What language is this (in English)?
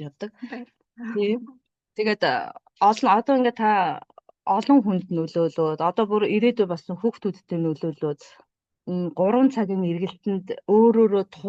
Mongolian